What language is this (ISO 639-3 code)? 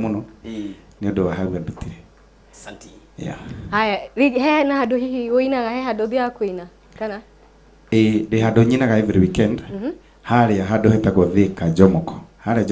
kik